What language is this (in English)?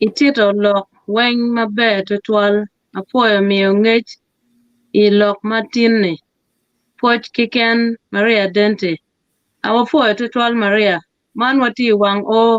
Acoli